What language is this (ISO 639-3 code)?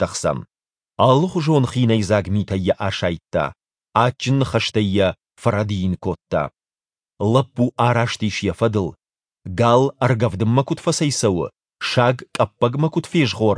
oss